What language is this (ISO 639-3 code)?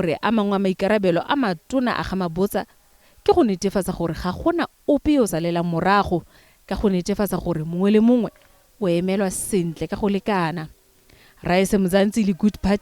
tsn